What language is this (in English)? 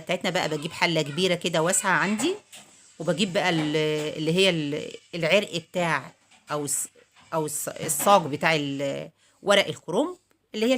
Egyptian Arabic